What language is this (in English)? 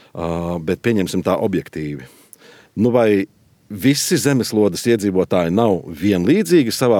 Latvian